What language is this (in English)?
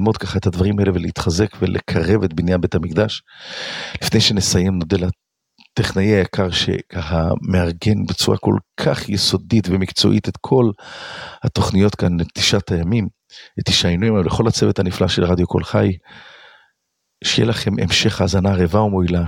Hebrew